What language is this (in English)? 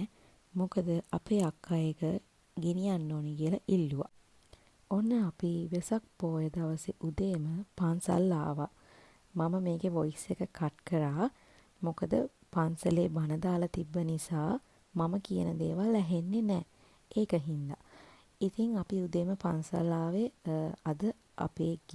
Sinhala